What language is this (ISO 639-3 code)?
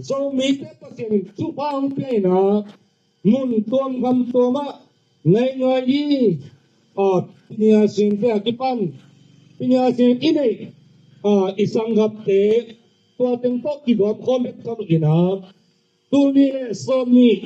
ctd